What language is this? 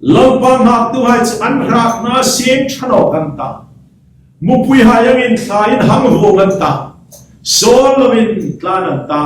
Hmar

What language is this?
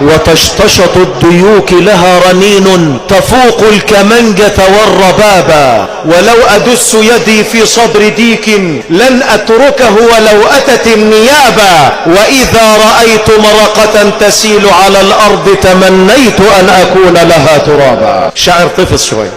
Egyptian Arabic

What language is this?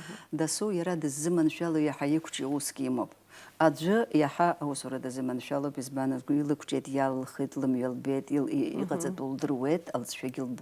Abkhazian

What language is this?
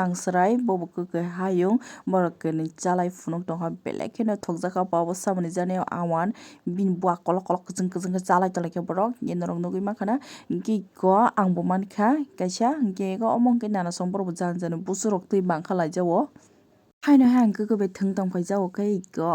Kok Borok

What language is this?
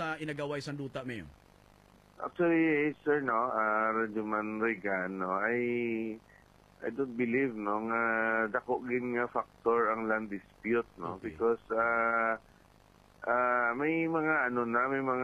Hiligaynon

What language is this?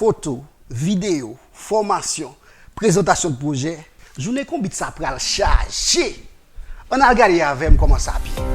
Haitian Creole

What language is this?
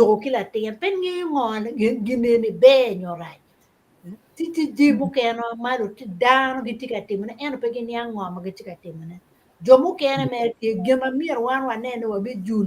Acoli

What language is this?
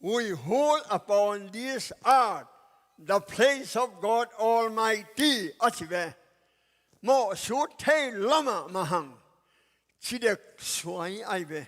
Tedim Chin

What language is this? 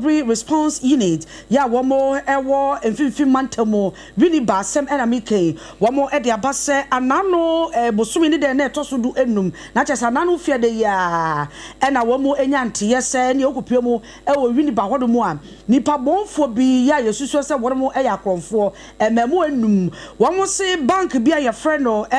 Akan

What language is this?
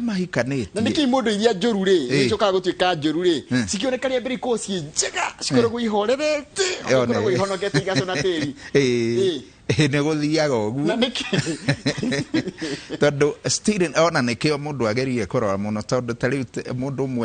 Kikuyu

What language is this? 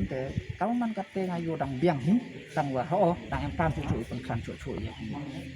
Pnar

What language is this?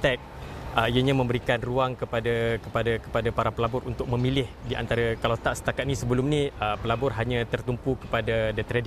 Malay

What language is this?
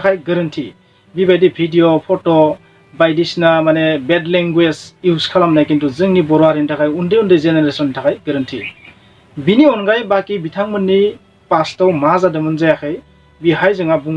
Bodo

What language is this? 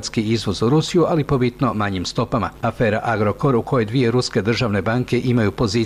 Croatian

